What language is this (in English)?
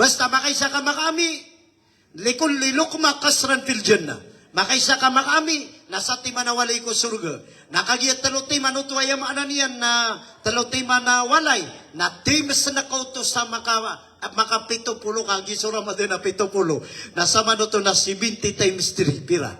Maranao